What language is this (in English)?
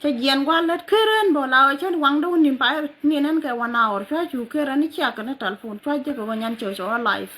Nuer